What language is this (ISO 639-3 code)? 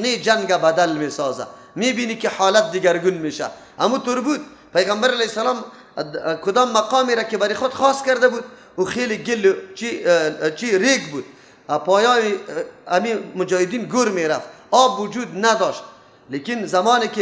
fas